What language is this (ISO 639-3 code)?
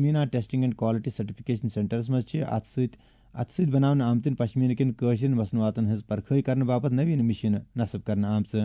kas